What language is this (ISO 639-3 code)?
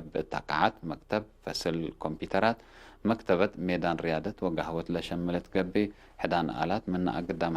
tig